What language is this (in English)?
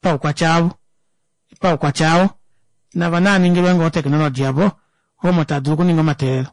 Kuanyama